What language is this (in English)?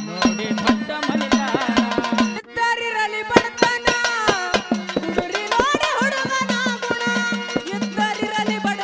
Kannada